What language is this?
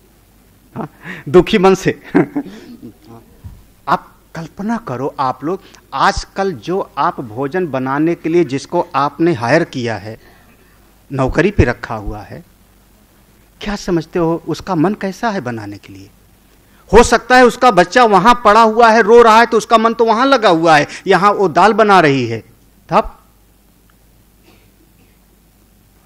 Hindi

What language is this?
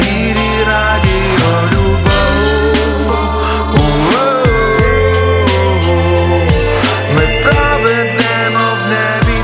Ukrainian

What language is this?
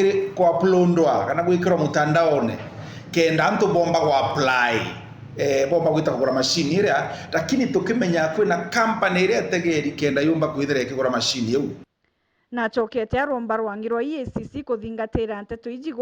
Meru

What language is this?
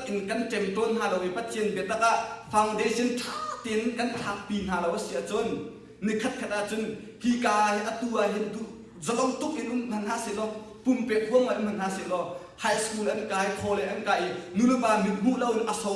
Hakha Chin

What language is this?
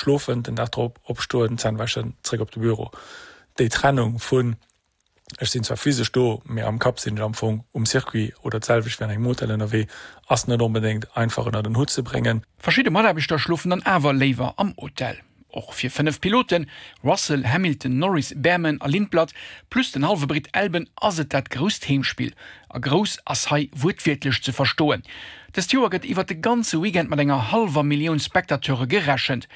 Luxembourgish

